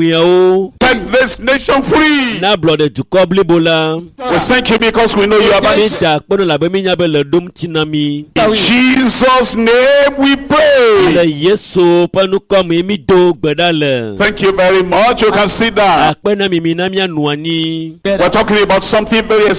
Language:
Ewe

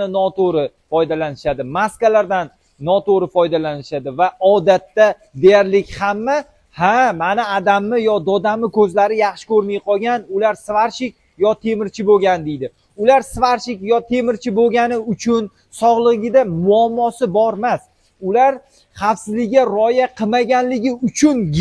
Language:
Uzbek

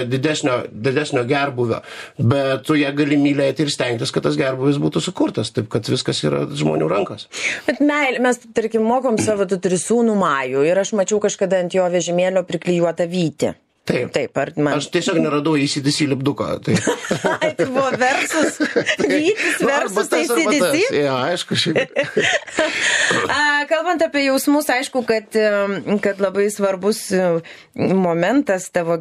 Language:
Lithuanian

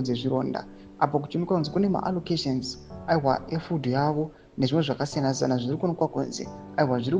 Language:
Shona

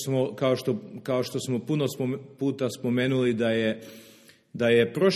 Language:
Serbian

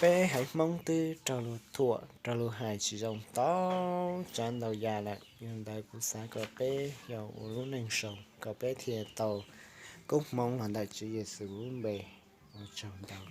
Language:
Hmong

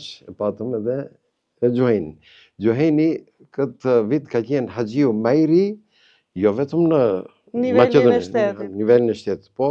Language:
Albanian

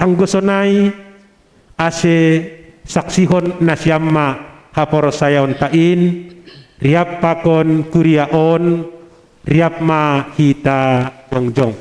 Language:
Batak Simalungun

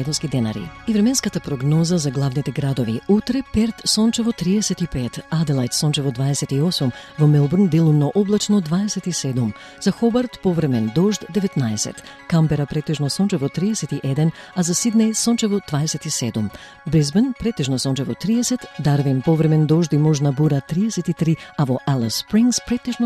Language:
Macedonian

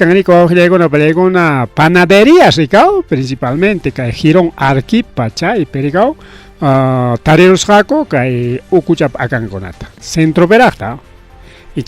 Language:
Ayacucho Quechua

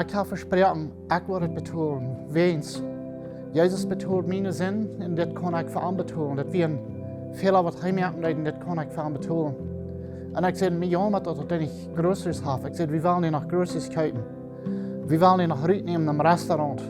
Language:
Plautdietsch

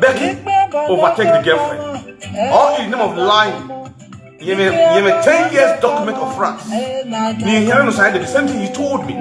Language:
Nigerian Pidgin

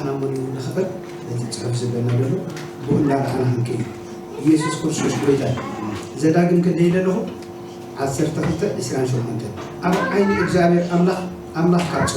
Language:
Tigrinya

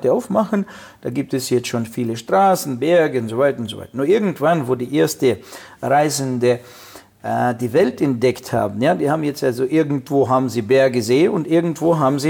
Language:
German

